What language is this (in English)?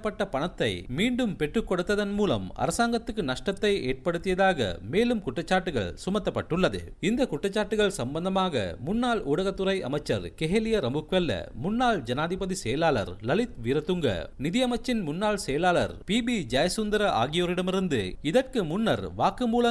Tamil